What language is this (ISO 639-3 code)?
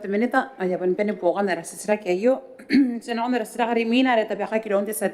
gil